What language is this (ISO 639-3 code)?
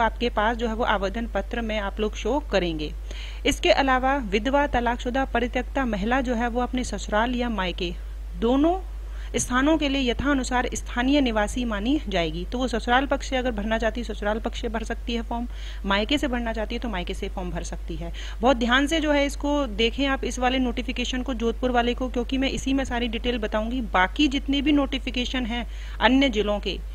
hin